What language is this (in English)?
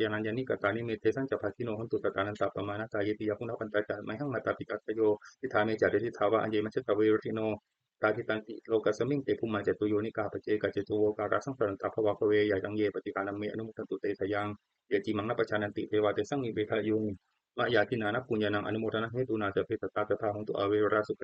Pali